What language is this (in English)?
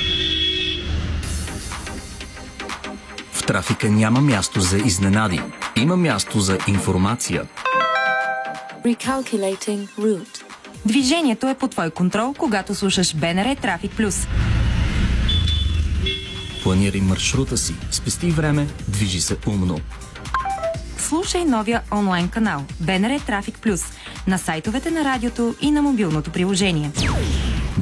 Bulgarian